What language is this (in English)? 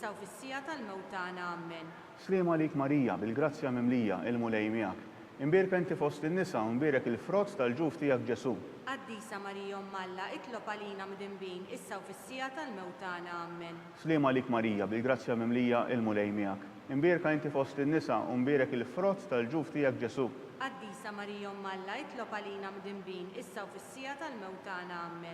Maltese